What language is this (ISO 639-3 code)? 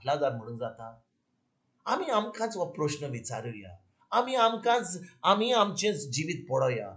kok